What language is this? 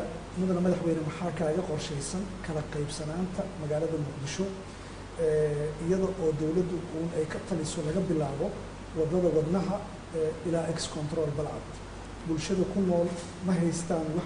Somali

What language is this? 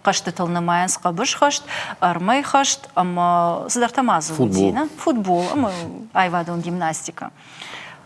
Ossetic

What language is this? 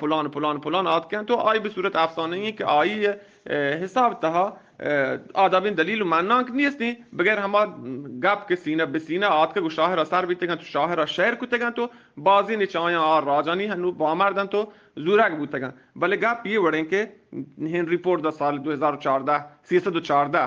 Eastern Balochi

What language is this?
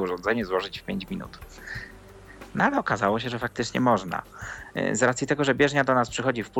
Polish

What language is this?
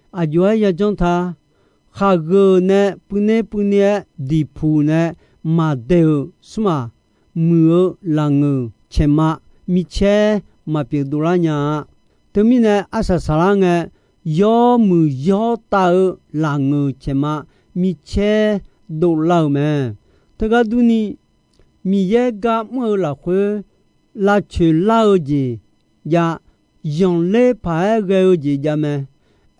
Akha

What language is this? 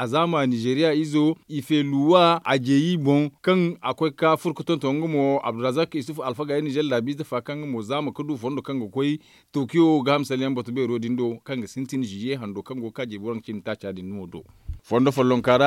Zarma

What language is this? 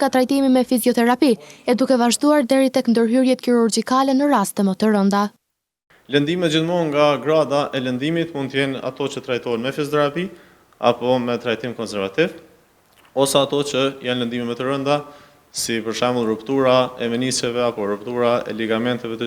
Albanian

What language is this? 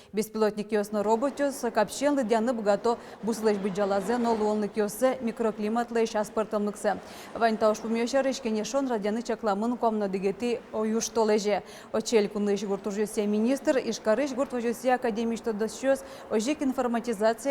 Udmurt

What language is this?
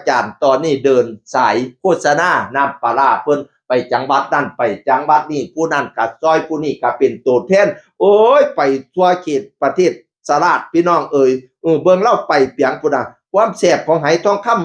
Northeastern Thai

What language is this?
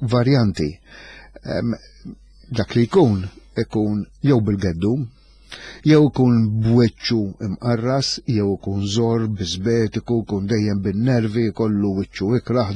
Maltese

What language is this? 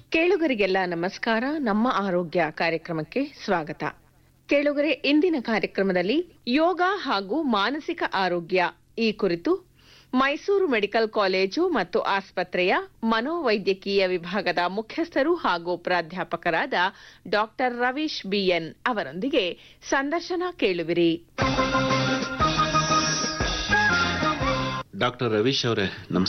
Kannada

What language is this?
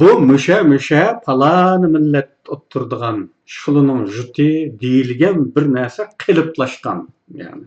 Uyghur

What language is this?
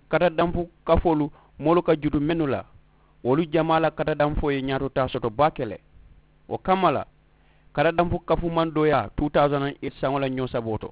Mandingo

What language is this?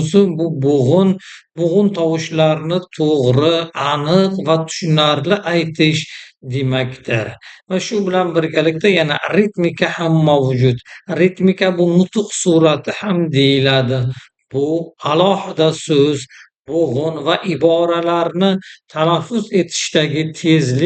Uzbek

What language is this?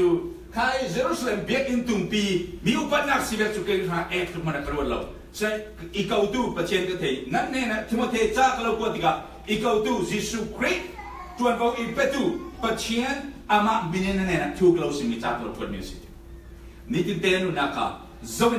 Falam Chin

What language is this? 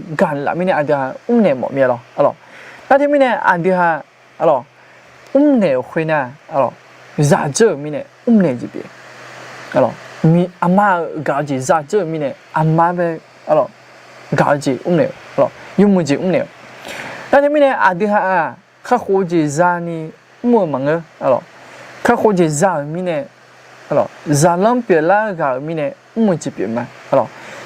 Akha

